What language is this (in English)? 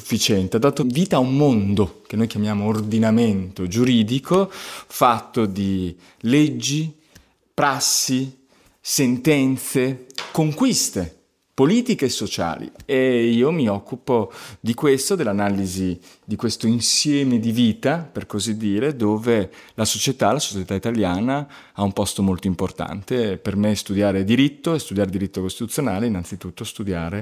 Italian